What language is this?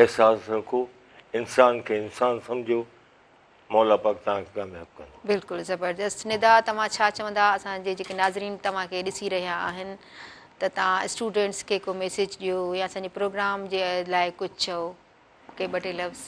Sindhi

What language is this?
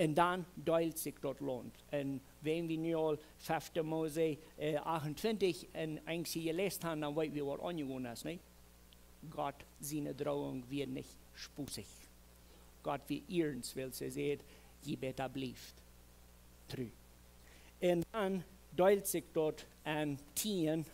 Plautdietsch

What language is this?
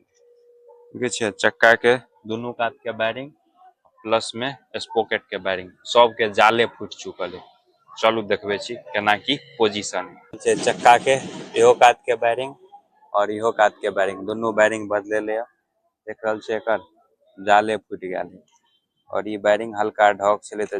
Maithili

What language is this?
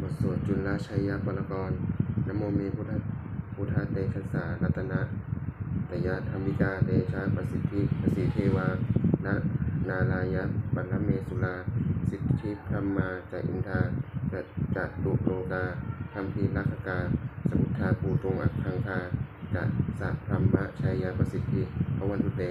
Pali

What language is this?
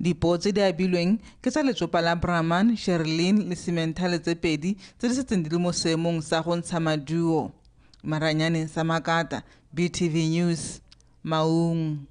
Tswana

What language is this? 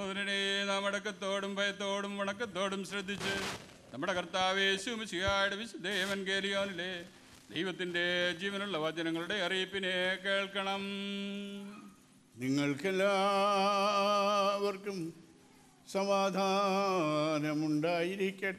Malayalam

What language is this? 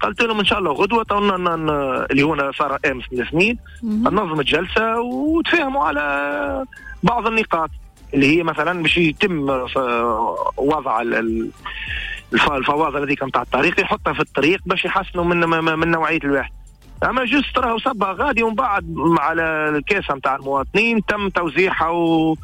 Tunisian Arabic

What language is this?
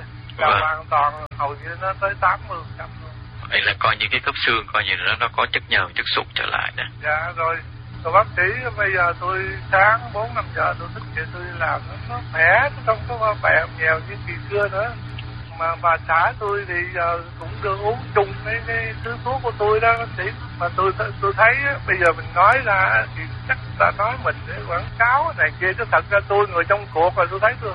Vietnamese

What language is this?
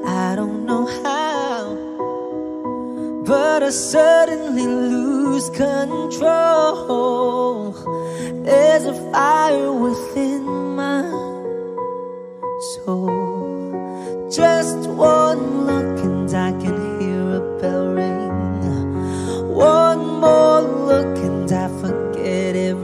Filipino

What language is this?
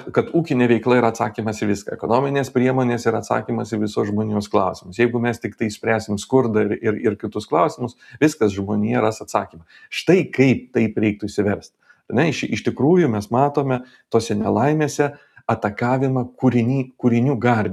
Lithuanian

